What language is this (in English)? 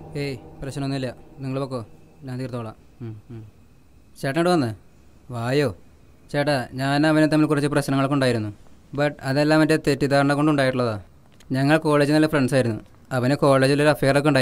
Malayalam